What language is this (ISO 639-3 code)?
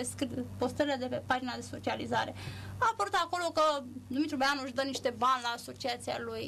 ron